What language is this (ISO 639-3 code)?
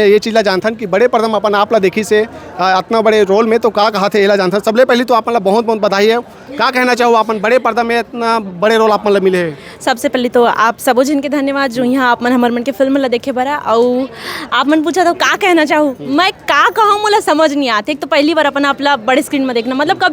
hne